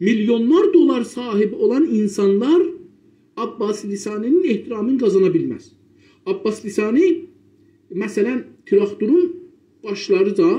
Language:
South Azerbaijani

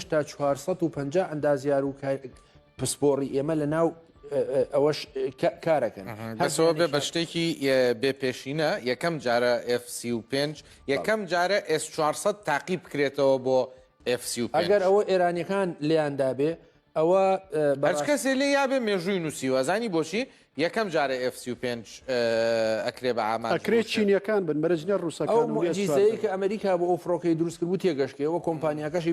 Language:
Central Kurdish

